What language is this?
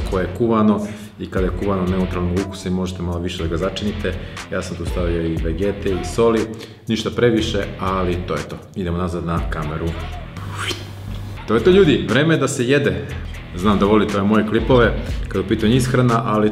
Serbian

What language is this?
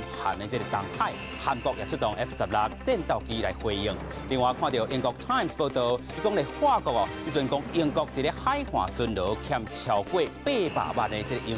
Min Nan Chinese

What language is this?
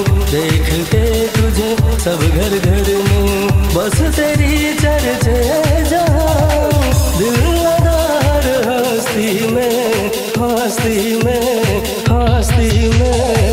Bhojpuri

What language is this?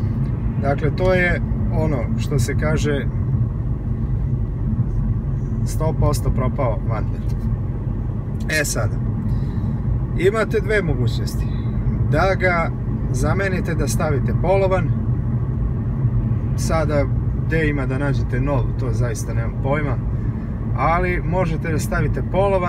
Serbian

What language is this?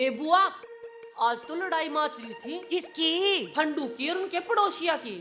Haryanvi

